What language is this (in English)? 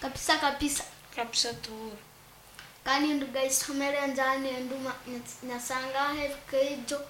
Nyoro